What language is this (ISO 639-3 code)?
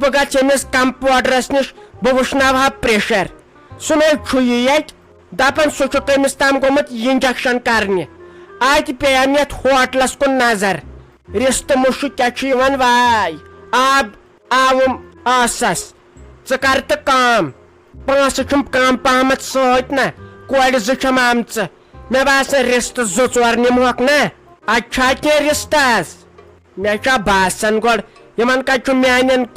kas